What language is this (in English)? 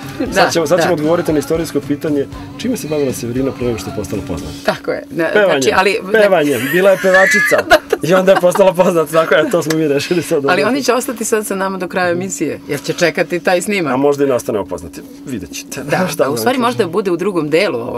Serbian